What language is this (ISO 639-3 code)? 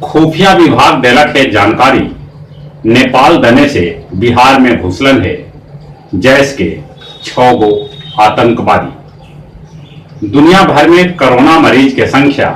mag